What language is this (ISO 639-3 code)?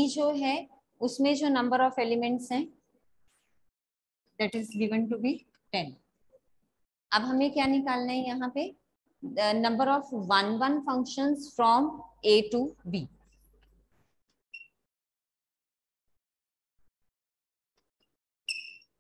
hin